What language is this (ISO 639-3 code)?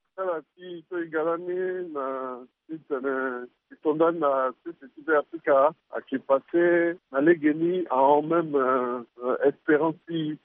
sag